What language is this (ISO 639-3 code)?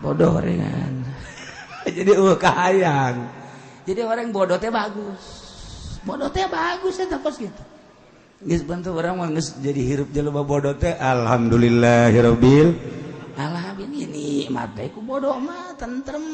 sun